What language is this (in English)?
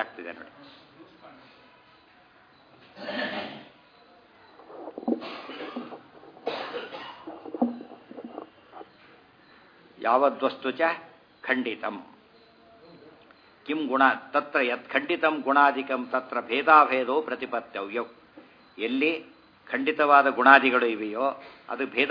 Kannada